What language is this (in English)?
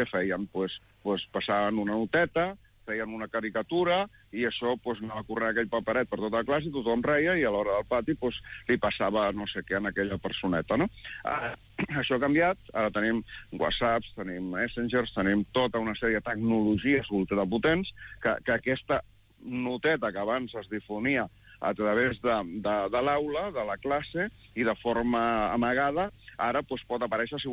Catalan